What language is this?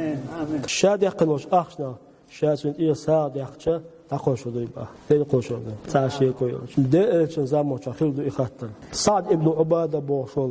Chechen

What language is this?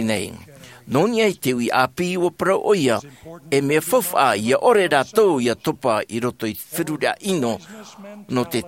Tahitian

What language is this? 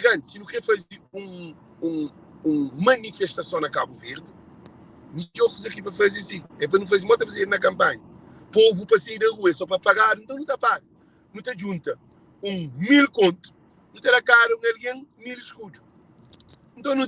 Kabuverdianu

